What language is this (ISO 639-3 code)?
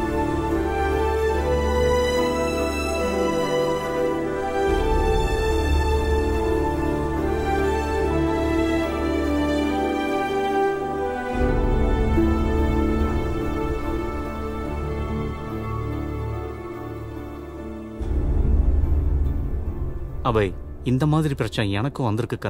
tam